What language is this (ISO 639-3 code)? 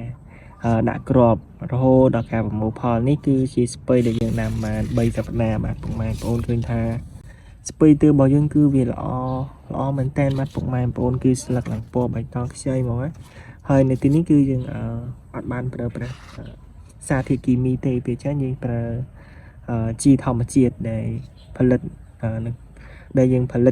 khm